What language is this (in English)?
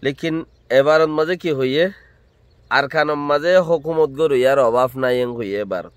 Rohingya